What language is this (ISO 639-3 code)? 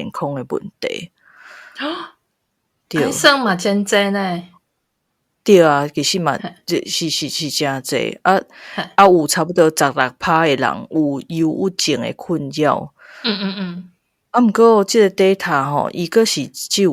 nan